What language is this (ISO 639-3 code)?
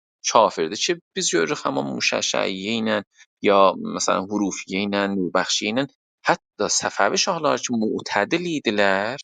azb